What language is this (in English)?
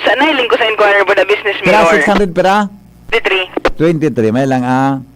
Bikol